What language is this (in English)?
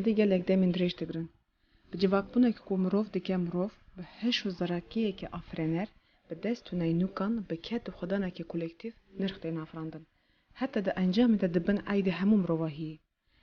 Kurdish